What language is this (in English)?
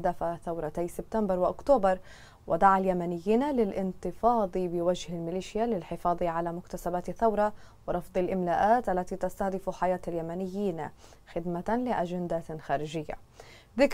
Arabic